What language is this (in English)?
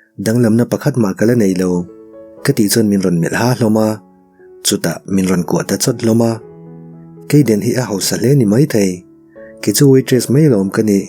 Mizo